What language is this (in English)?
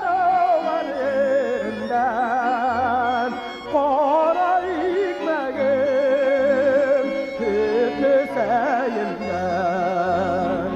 Bashkir